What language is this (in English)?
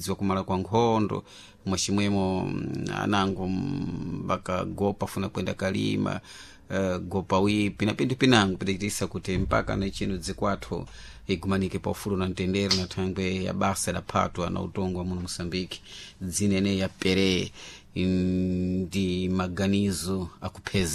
Sena